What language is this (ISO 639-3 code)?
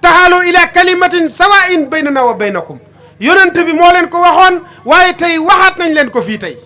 wol